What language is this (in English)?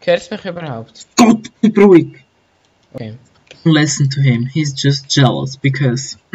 Swiss German